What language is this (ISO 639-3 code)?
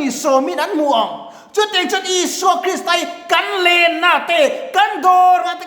lus